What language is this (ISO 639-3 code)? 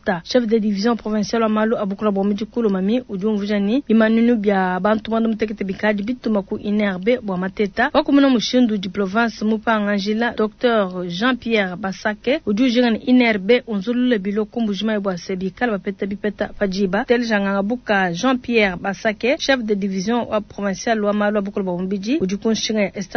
lua